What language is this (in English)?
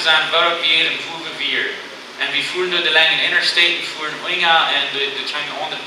Plautdietsch